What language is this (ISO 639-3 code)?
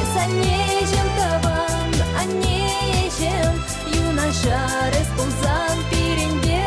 chv